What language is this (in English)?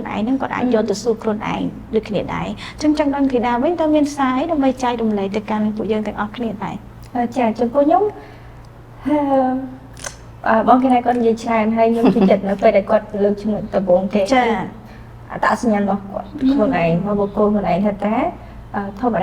Khmer